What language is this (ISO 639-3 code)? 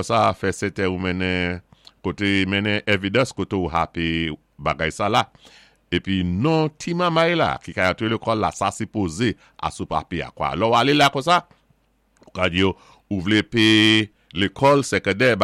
acf